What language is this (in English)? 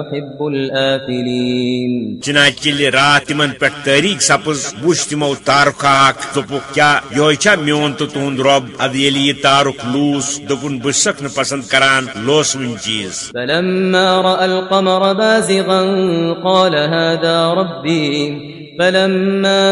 Kashmiri